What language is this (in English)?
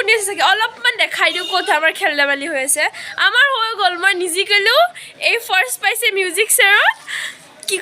Assamese